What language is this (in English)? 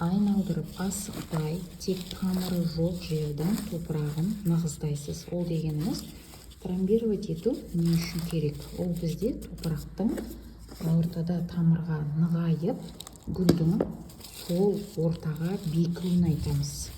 Kazakh